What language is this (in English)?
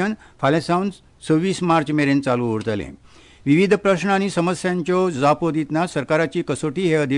Konkani